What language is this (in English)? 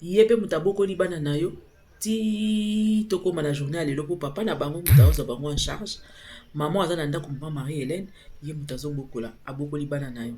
Lingala